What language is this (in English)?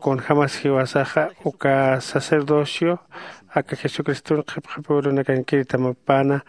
Aymara